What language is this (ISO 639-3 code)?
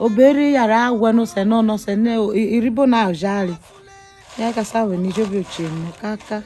urh